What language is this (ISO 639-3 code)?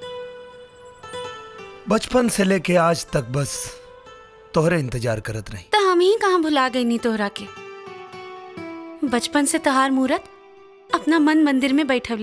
bho